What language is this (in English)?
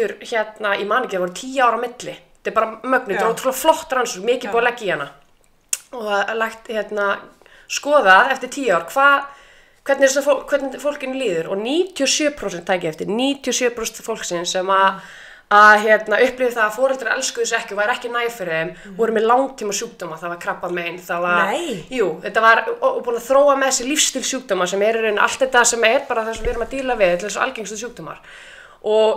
Icelandic